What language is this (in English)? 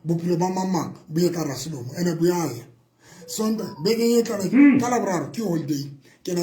Southern Sotho